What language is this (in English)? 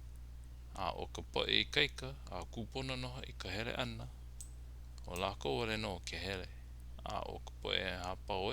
Hawaiian